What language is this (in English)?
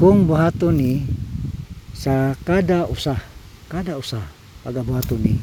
Cebuano